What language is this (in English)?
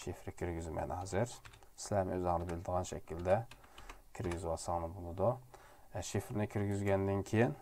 Uyghur